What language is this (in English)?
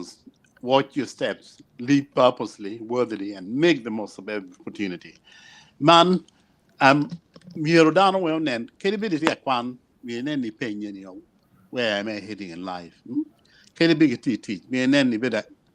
Acoli